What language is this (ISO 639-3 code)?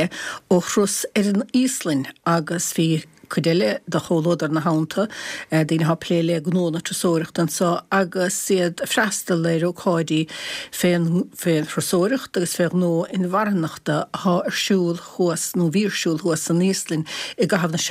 gle